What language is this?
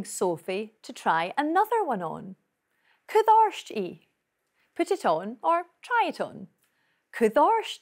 Scottish Gaelic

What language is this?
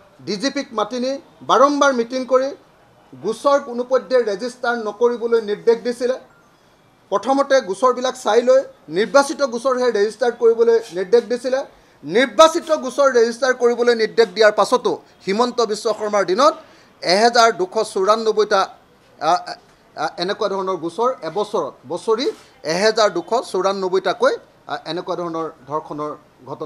Assamese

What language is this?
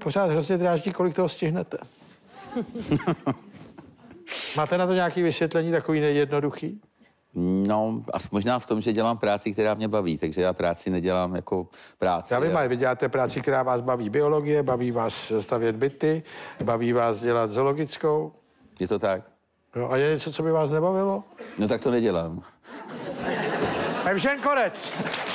Czech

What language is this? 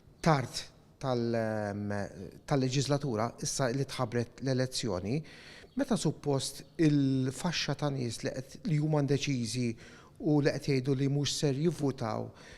Maltese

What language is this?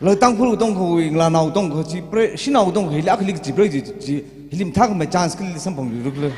Tangkhul Naga (India)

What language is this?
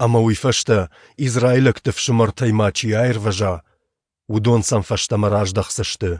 Ossetic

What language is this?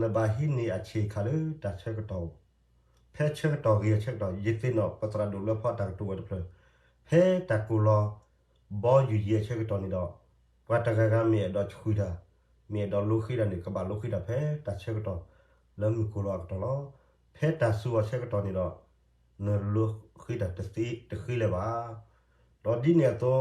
S'gaw Karen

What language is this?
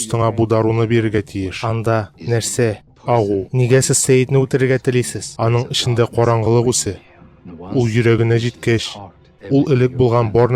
Tatar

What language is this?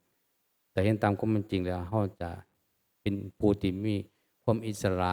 Northeastern Thai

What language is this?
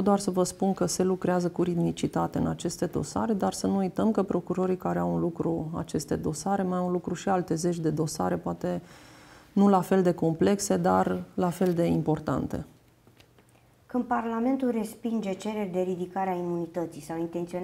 Romanian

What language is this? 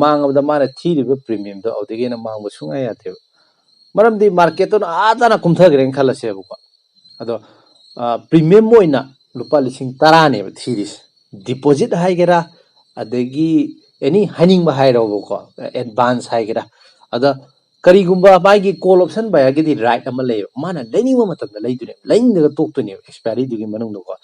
Manipuri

